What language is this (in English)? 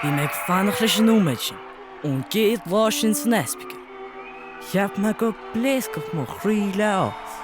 Irish